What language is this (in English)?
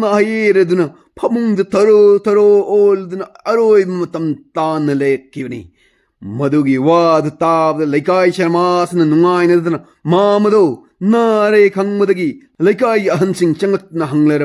Manipuri